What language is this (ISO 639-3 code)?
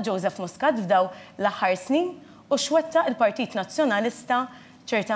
mlt